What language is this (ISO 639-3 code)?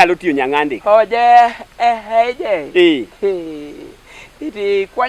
luo